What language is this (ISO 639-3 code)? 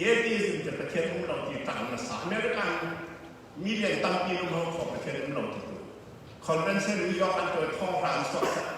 cfm